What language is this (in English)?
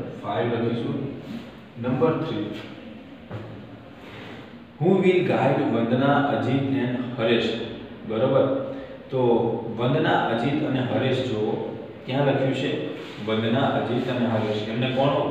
Gujarati